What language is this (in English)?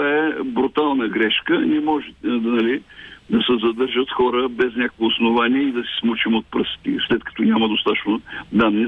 Bulgarian